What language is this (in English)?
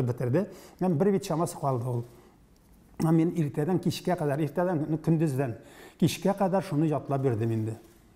Tatar